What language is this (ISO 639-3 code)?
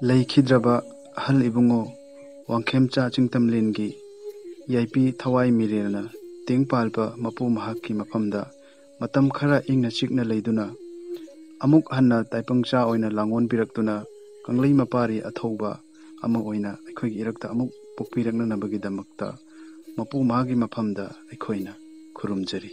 mni